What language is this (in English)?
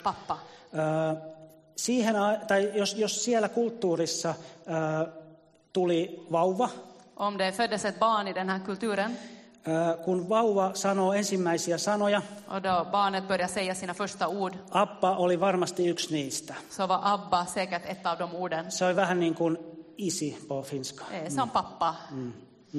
Finnish